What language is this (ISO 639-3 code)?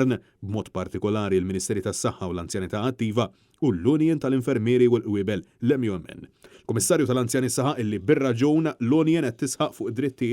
mlt